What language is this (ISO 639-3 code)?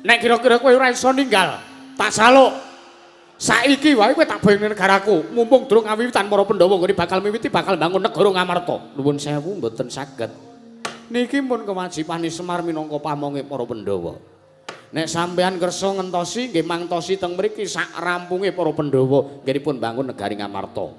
jav